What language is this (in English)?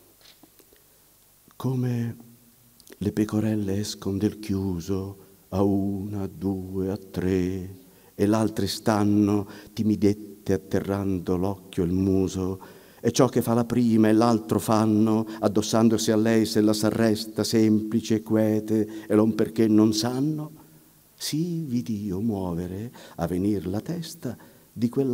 Italian